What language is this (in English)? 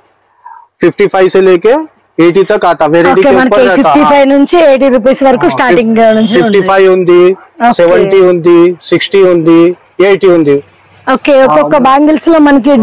Telugu